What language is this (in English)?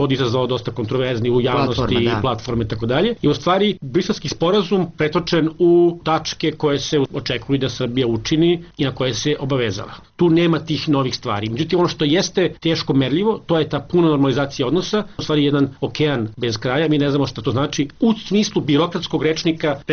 Serbian